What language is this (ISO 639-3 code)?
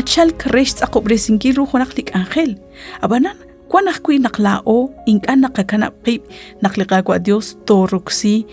kek